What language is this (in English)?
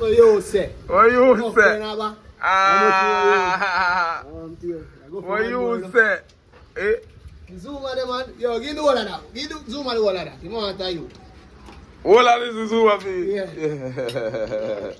Jamaican Creole English